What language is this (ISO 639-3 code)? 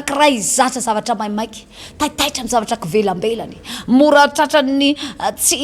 mlg